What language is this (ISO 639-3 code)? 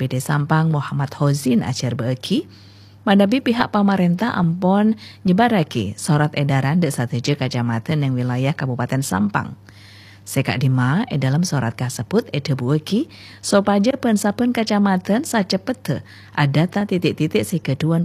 mad